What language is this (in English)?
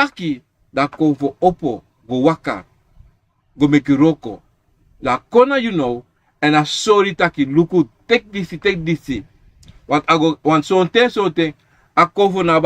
Sranan Tongo